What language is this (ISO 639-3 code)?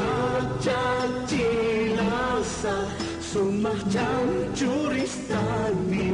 aym